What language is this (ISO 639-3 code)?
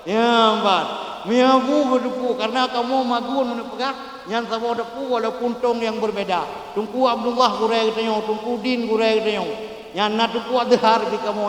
ace